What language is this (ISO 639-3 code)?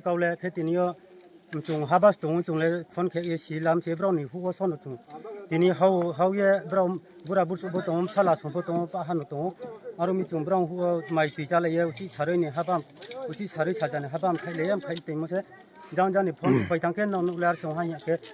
ria